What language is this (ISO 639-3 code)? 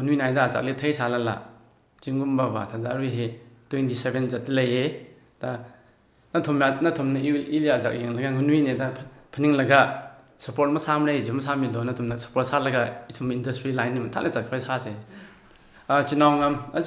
nmf